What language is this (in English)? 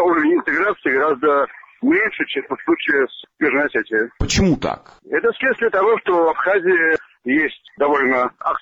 Russian